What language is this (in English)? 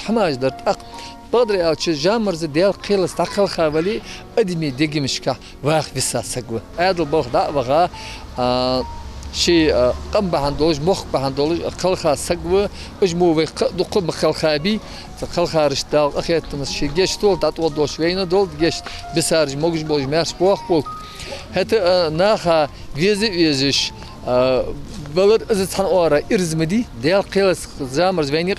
Ingush